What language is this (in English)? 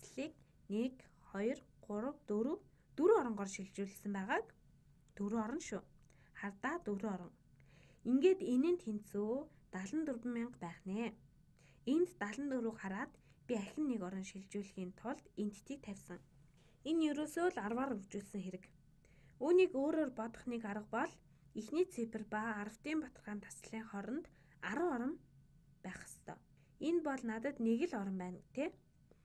Mongolian